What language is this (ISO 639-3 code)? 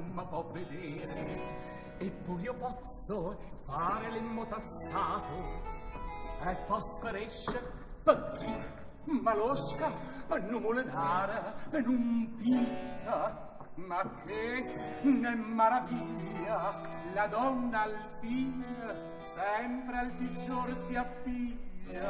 ita